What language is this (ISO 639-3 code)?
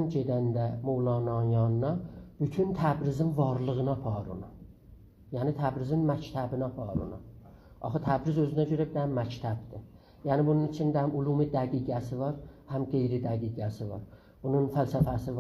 azb